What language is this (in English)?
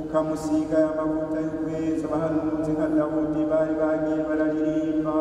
Rundi